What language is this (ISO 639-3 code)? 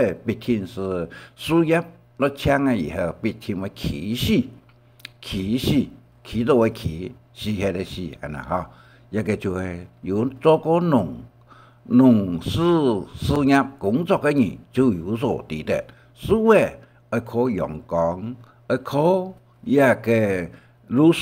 hak